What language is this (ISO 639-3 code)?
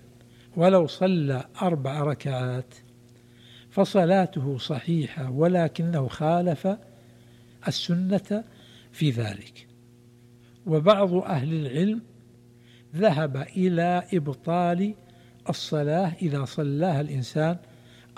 ara